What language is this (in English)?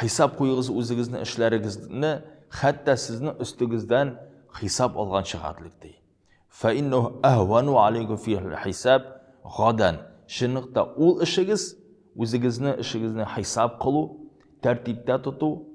Tatar